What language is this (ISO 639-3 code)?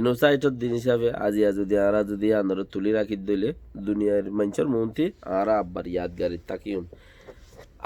rhg